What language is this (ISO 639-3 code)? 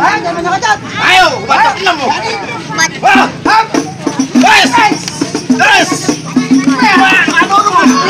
bew